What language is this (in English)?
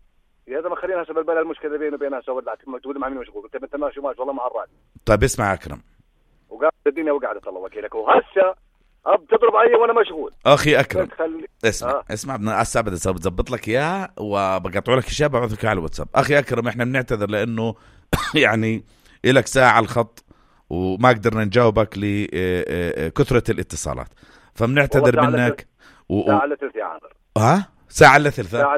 North Levantine Arabic